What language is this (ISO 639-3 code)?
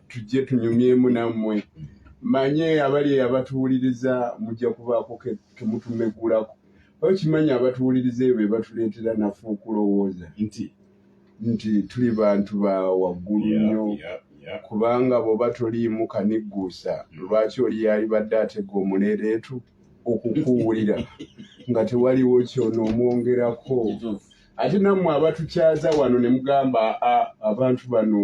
lug